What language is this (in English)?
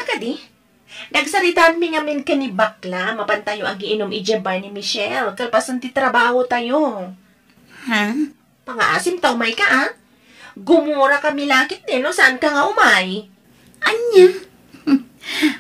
Iloko